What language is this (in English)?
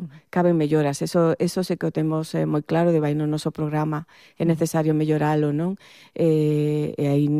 Galician